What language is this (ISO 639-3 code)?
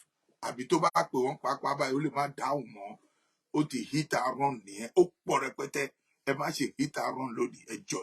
yor